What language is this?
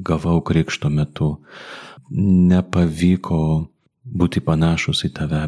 Lithuanian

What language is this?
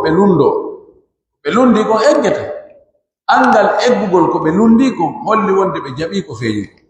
Pular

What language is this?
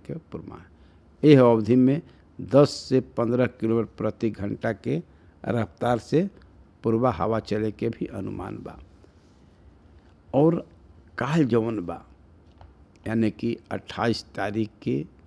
Bhojpuri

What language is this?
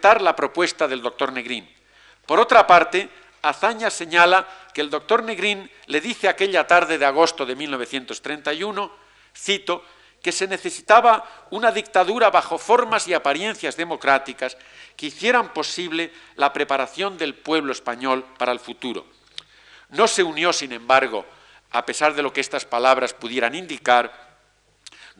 Spanish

